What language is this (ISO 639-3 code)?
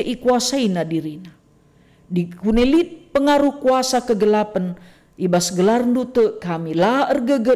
btx